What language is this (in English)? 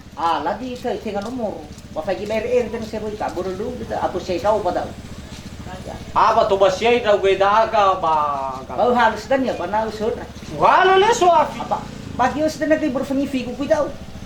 Nias